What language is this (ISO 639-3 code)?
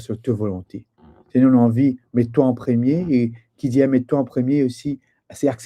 mfe